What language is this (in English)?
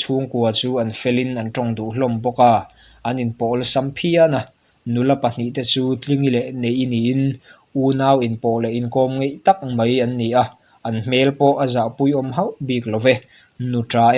Mizo